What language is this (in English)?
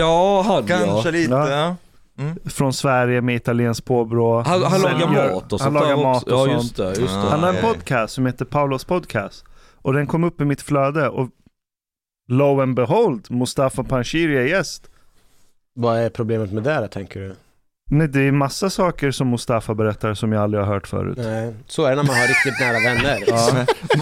Swedish